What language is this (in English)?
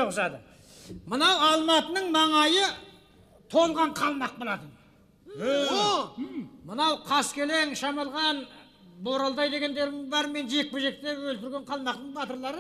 Kazakh